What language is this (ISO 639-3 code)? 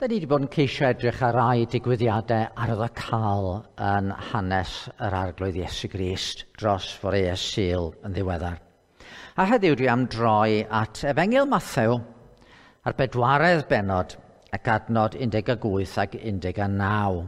cym